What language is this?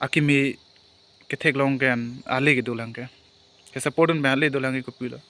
Karbi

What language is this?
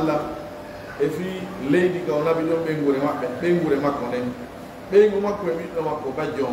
Pular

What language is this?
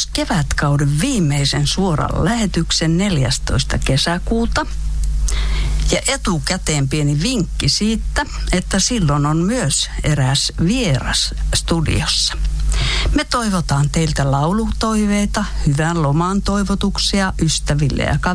Finnish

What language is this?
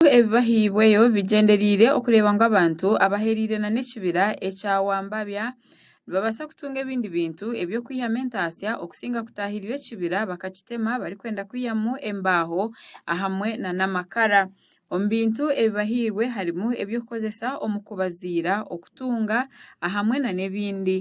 Nyankole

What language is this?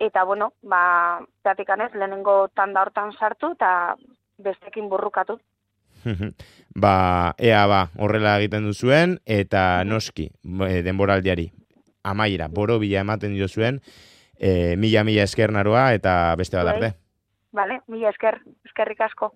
Basque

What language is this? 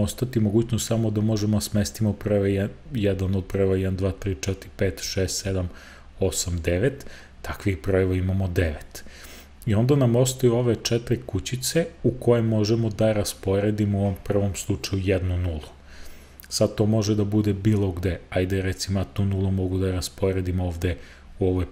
Serbian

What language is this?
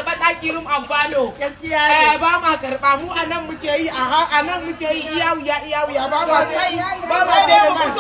Hausa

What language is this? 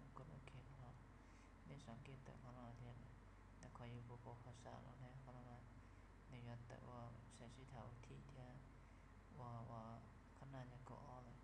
Hmong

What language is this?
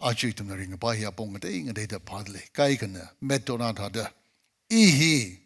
Tangkhul Naga (India)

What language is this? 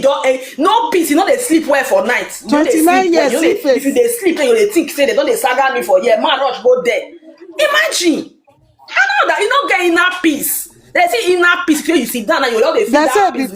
Nigerian Pidgin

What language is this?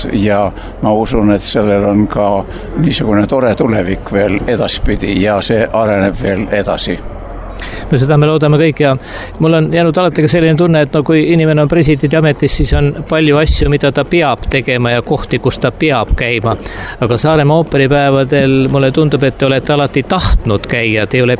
Estonian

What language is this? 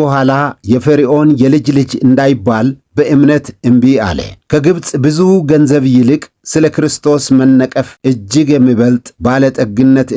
Amharic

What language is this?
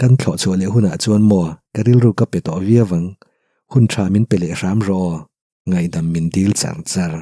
Mizo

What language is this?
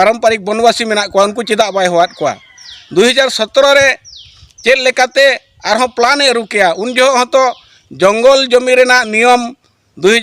Santali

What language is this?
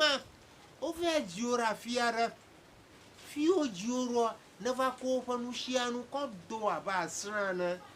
Ewe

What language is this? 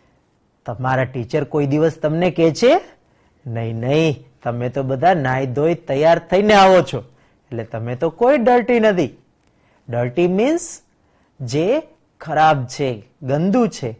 Gujarati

